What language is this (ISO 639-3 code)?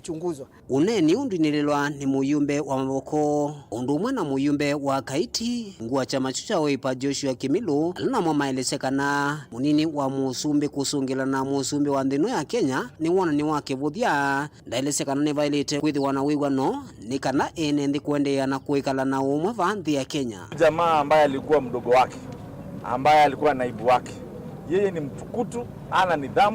kam